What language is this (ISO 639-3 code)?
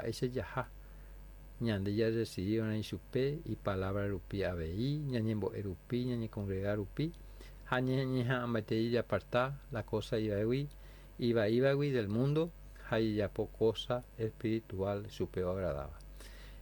grn